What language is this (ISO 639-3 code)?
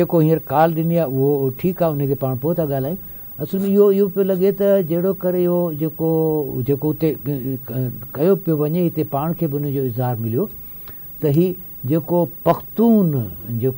snd